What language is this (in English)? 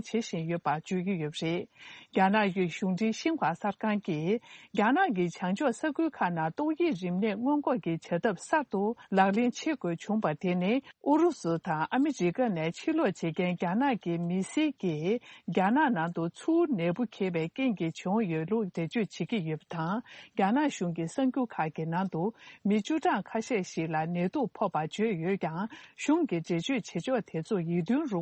Tibetan